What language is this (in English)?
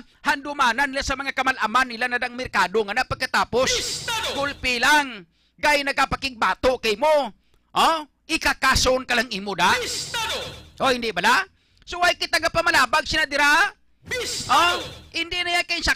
Hiligaynon